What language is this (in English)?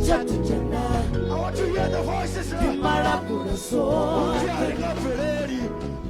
Venda